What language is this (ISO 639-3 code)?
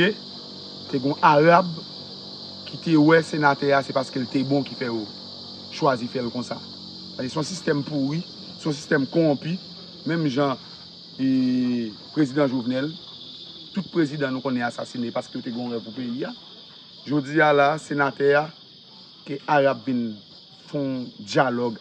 hat